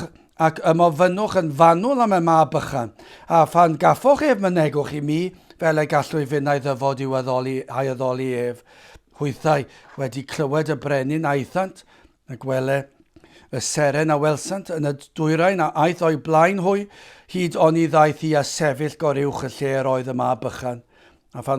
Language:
Welsh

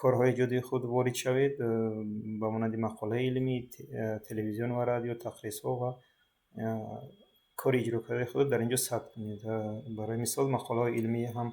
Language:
Tajik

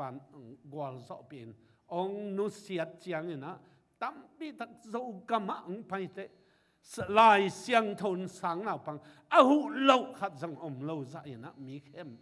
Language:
Tedim Chin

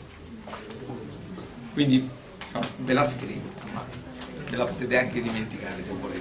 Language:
Italian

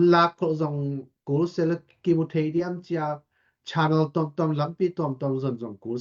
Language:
Tedim Chin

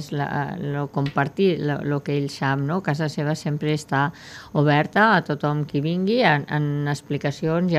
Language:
Catalan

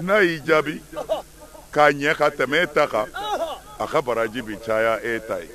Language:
Bambara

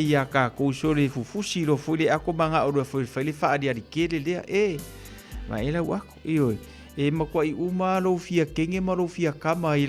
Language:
Samoan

